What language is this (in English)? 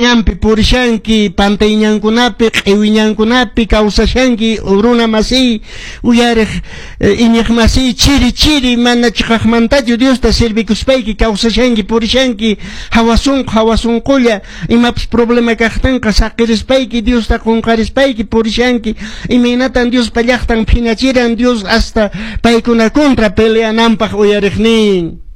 Quechua